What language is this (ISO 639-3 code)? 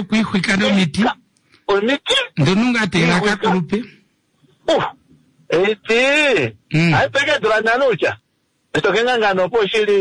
kua